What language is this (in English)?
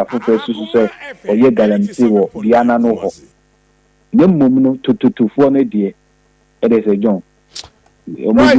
Akan